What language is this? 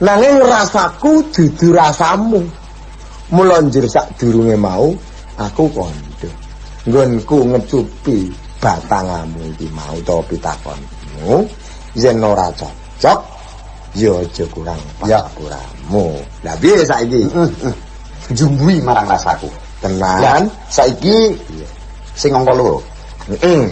Javanese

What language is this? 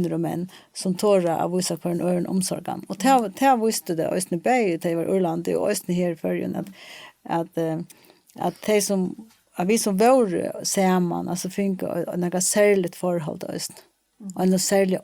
Faroese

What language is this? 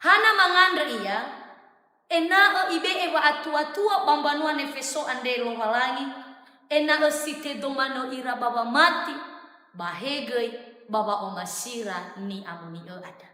Nias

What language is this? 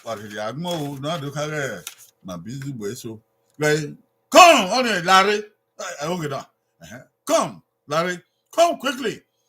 Bini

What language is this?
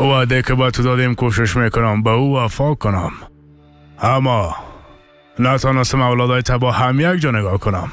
Persian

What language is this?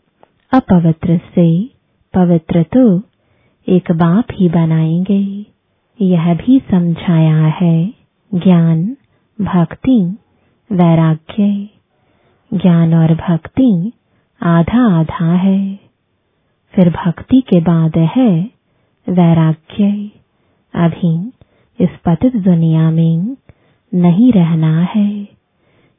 Hindi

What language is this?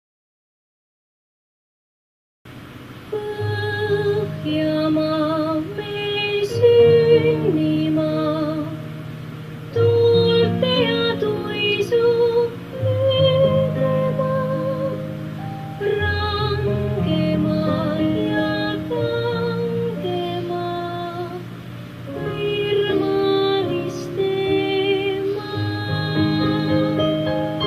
Estonian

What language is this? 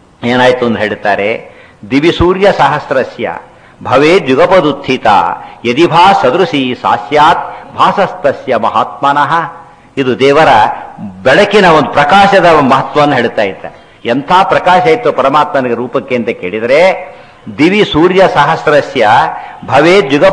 Kannada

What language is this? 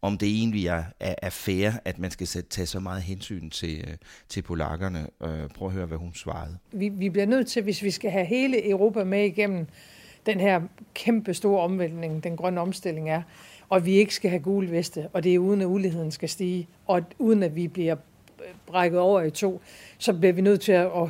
Danish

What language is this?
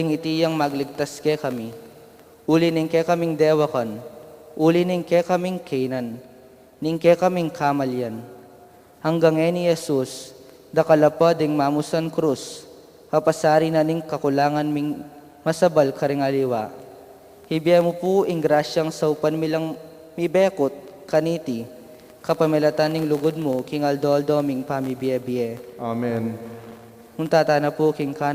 Pampanga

